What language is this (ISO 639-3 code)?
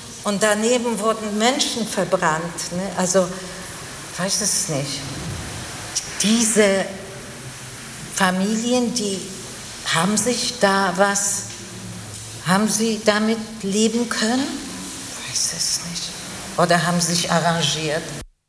deu